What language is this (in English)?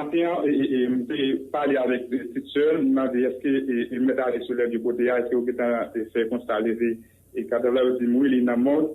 Haitian Creole